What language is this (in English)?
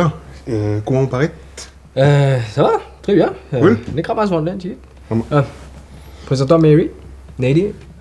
Morisyen